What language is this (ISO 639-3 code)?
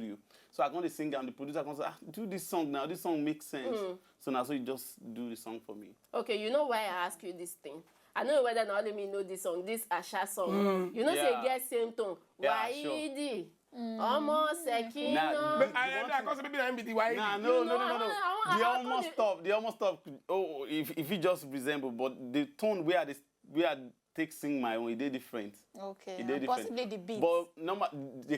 pcm